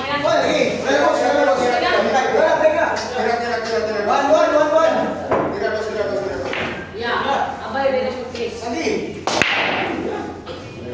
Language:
Filipino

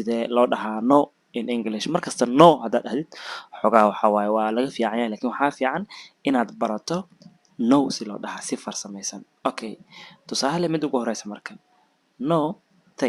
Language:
Somali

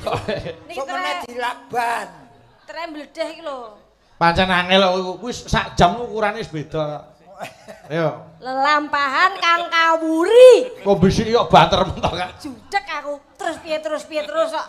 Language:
Javanese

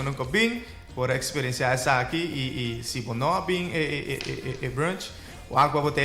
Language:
Papiamento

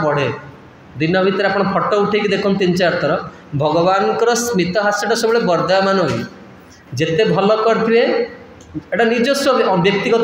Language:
Odia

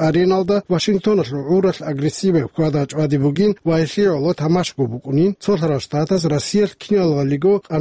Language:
Avaric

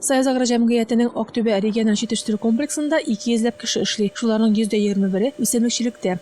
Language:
Tatar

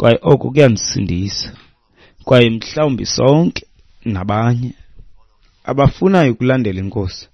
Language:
Xhosa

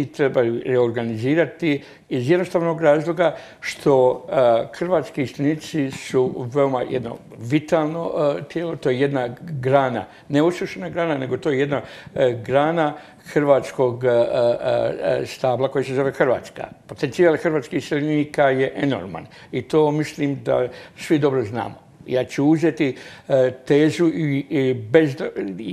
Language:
Croatian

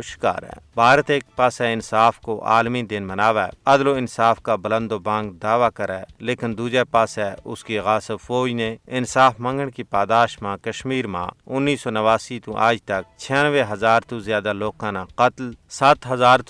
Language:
Gujari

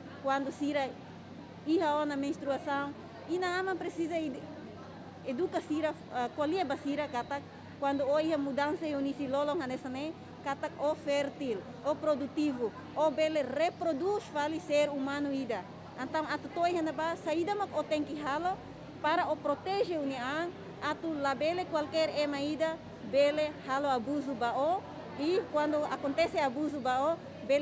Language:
Tetum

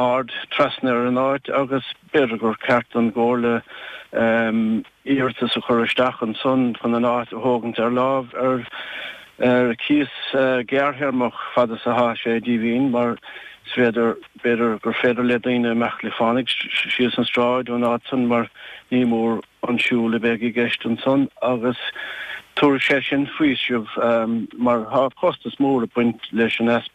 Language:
Irish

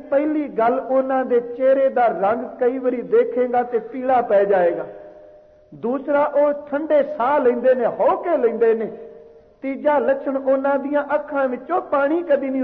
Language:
Punjabi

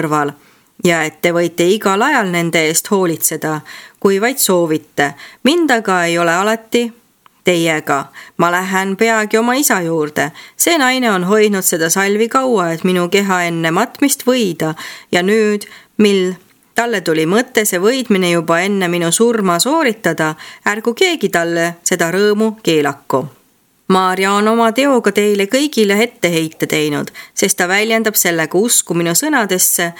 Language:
Estonian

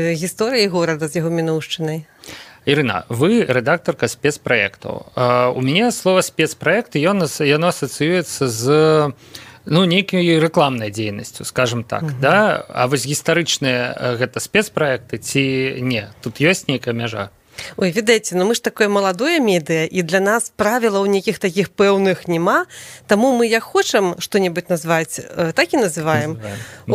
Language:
Belarusian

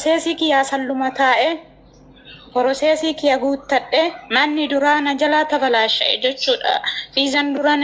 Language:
Oromo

